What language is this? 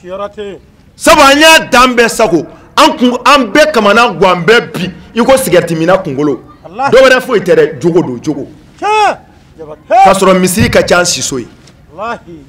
Bambara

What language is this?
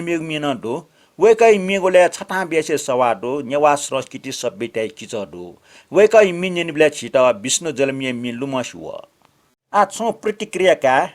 Newari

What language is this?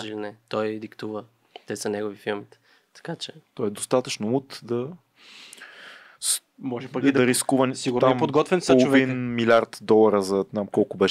Bulgarian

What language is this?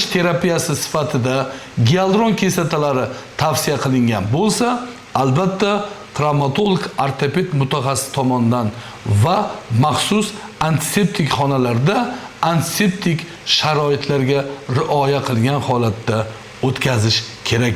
Uzbek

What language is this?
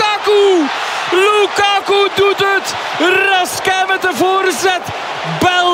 Dutch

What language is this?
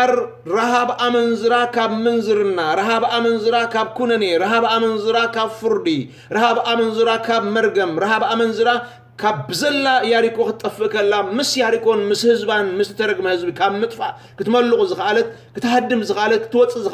Tigrinya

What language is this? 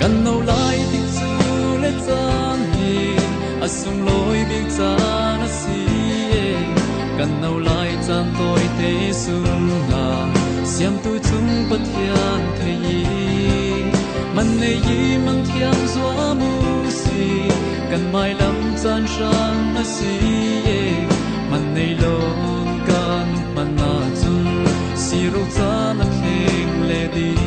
Falam Chin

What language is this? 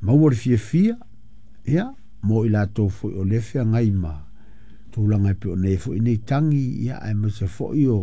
Samoan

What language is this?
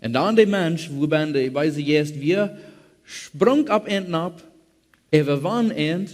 Plautdietsch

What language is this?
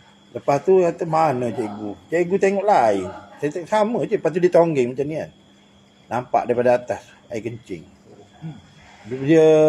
Malay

